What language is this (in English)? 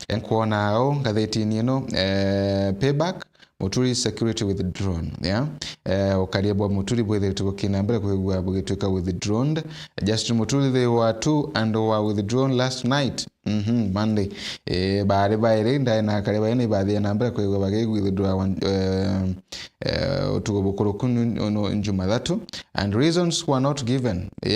Meru